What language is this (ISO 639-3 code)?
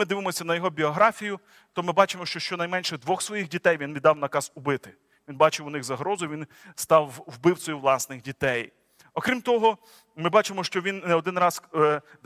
ukr